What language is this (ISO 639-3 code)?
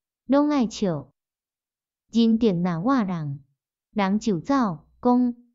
nan